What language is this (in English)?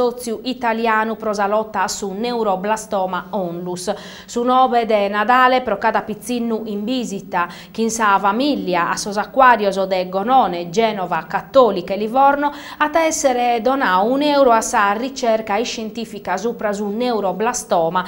Sardinian